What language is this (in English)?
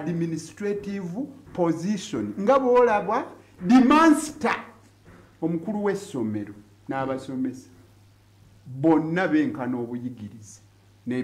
Ganda